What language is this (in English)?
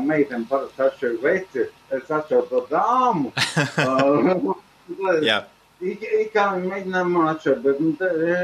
Latvian